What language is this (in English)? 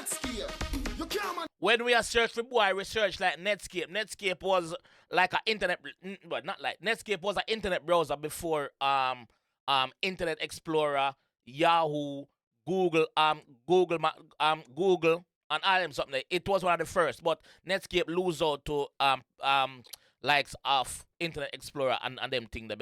Jamaican Creole English